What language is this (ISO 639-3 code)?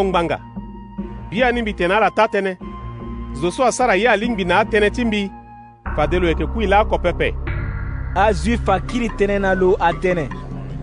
sag